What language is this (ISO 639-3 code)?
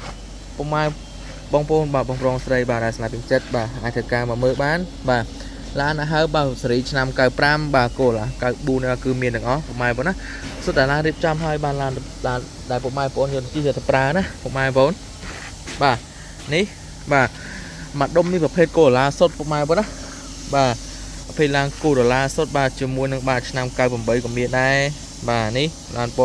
khm